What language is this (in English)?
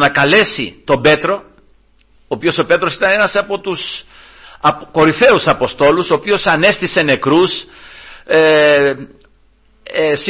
Greek